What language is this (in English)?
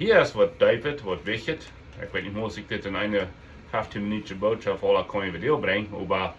Plautdietsch